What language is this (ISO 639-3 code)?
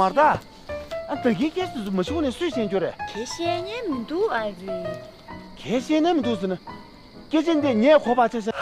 bod